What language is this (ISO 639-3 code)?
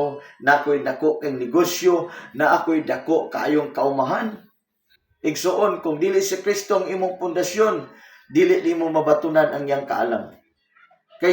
ceb